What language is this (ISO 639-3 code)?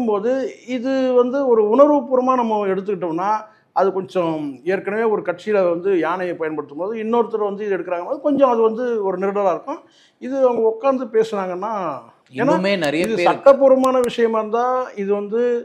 tam